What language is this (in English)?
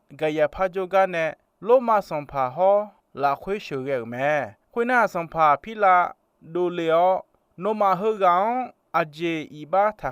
Akha